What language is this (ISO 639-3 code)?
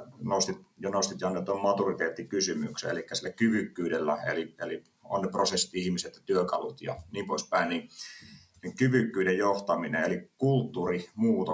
fin